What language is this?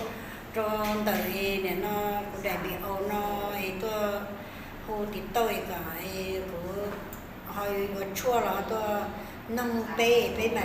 Hmong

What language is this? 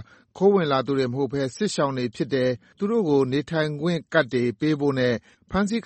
Burmese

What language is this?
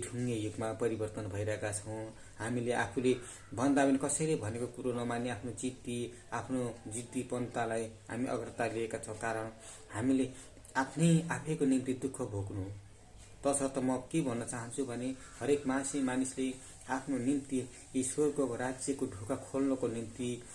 Nepali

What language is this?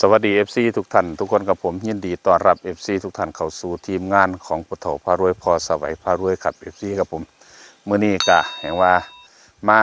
Northeastern Thai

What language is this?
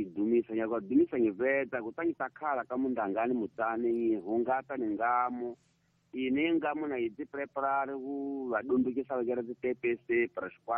Tsonga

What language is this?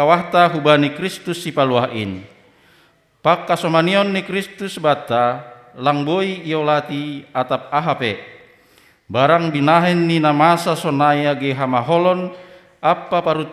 Batak Simalungun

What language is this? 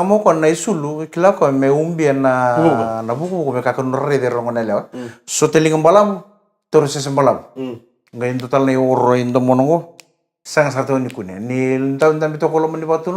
Fijian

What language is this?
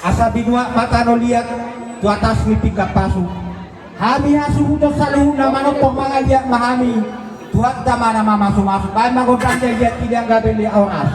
Batak Toba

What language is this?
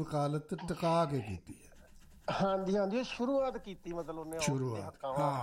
Punjabi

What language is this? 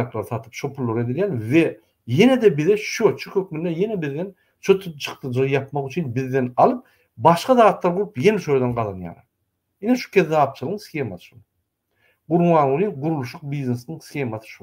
Turkmen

